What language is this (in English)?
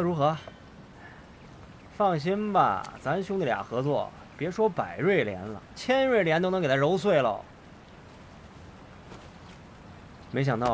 Chinese